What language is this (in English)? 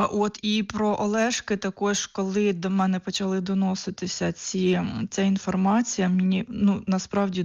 Ukrainian